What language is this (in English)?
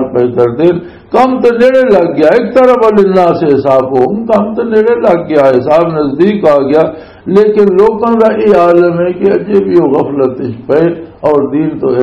Western Panjabi